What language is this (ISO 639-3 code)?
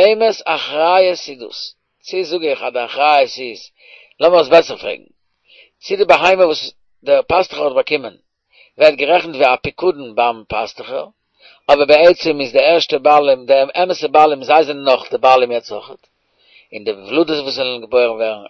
yid